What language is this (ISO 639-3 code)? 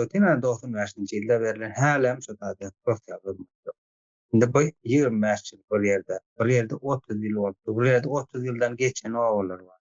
tuk